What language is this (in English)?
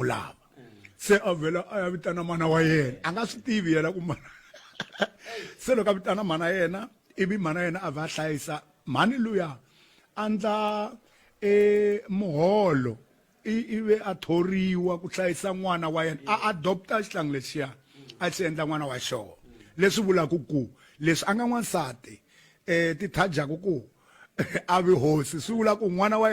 Tsonga